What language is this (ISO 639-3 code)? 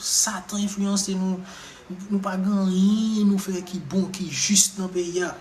hat